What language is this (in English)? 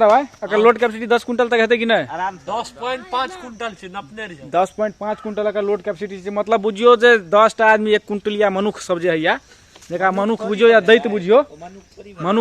Maithili